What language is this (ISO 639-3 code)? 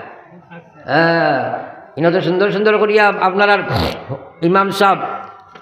syl